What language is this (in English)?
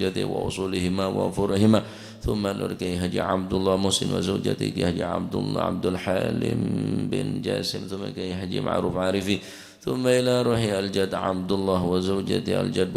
Madurese